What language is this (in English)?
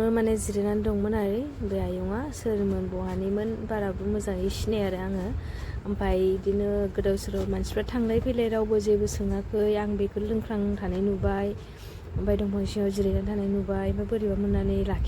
Bodo